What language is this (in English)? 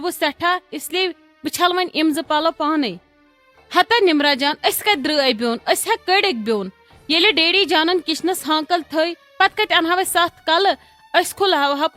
Kashmiri